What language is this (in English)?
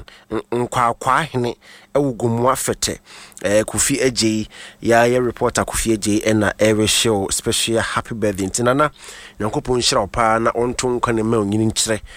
Akan